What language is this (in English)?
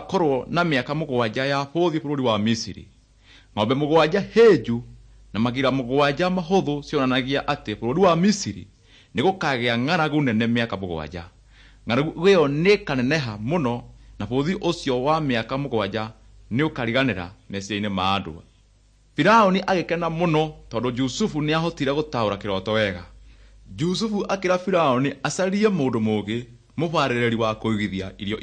Kikuyu